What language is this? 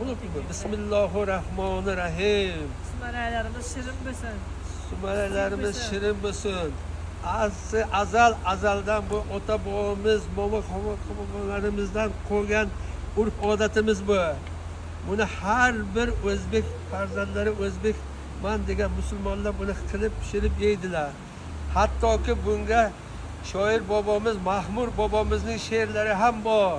Uzbek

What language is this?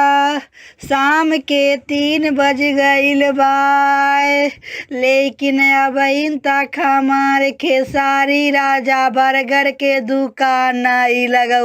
Bhojpuri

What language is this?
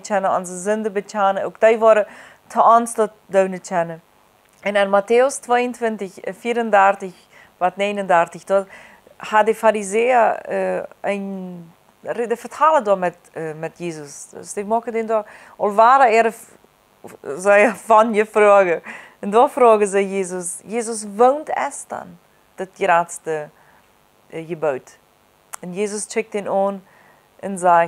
Plautdietsch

